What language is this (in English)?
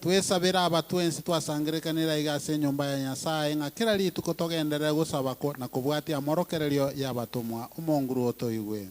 Gusii